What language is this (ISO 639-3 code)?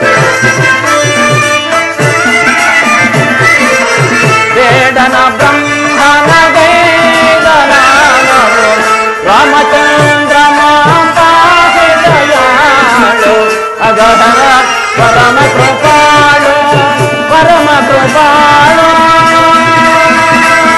kan